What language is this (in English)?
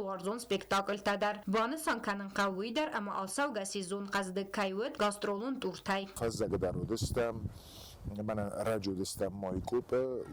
Ossetic